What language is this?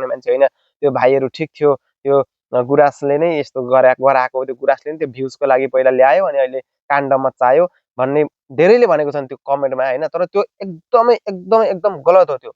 Nepali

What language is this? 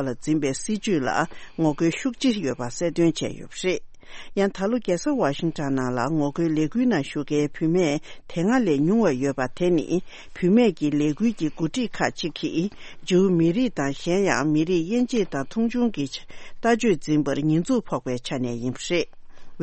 Tibetan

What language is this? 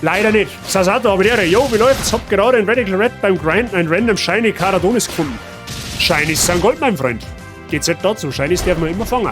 Bavarian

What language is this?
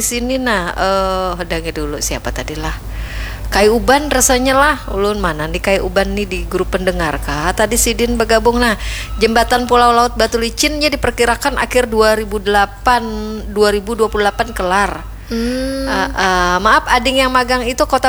Banjar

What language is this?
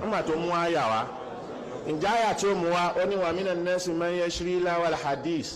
Yoruba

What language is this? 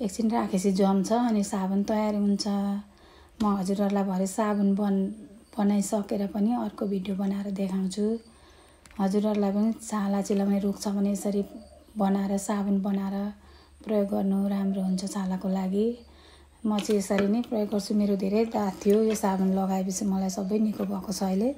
Nepali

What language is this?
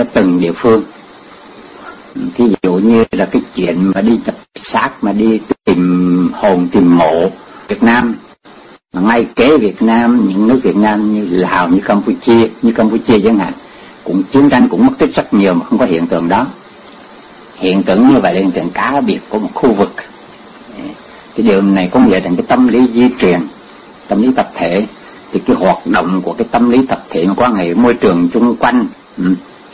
Vietnamese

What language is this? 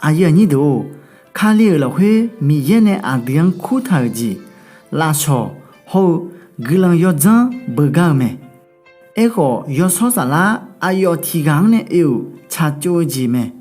Akha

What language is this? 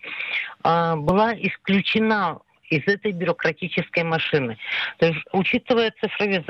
Russian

